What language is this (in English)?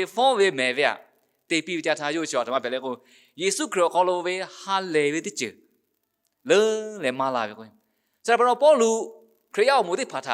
Lahu